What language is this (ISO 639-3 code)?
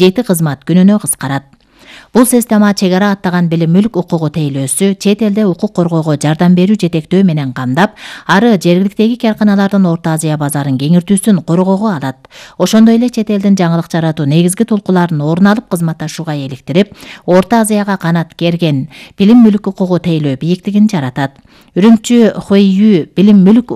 kir